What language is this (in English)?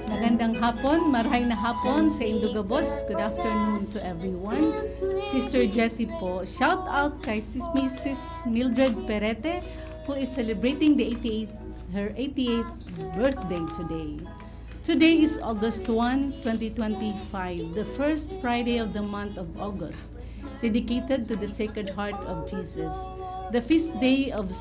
Bikol